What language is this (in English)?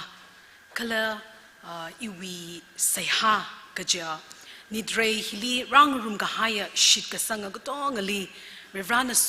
Tangkhul Naga (India)